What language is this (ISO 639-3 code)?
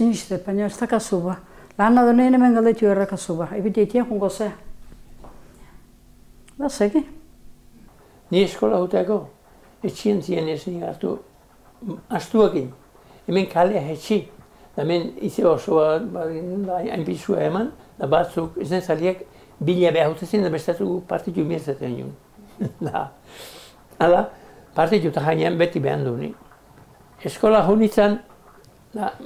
eus